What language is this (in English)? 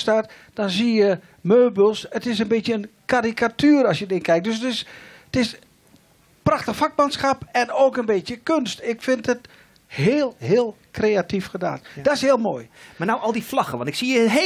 Dutch